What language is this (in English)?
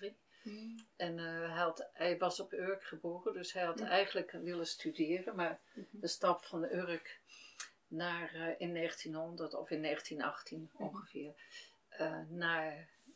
Dutch